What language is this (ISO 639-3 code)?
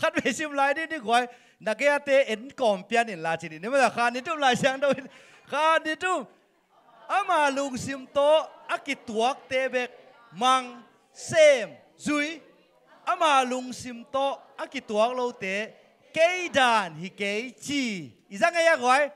ctd